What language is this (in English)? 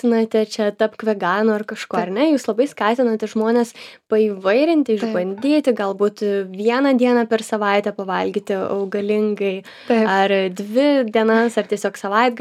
Lithuanian